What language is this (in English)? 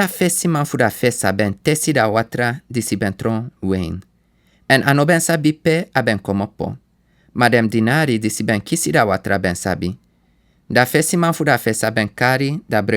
Sranan Tongo